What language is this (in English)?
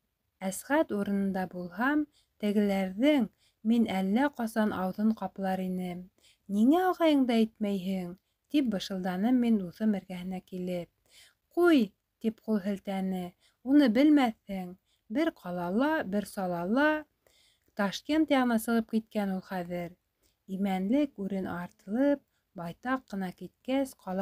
Bashkir